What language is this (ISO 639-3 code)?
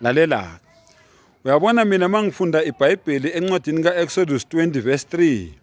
zul